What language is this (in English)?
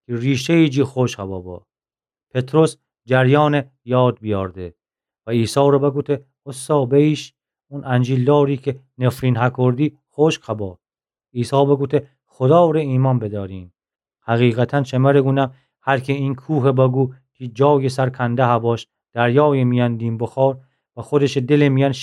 Gilaki